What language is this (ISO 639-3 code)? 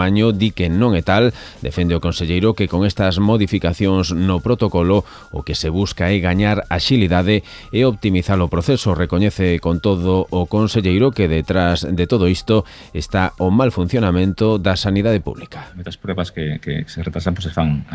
glg